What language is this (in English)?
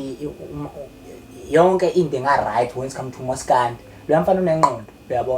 Zulu